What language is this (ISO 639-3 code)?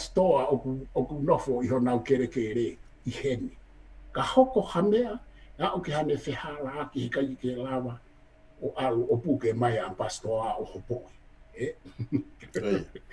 ton